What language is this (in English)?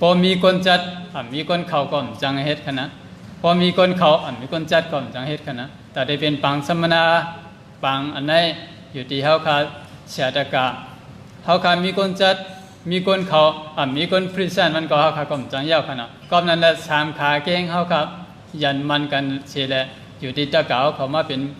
Shan